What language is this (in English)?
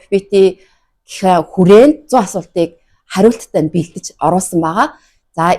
Mongolian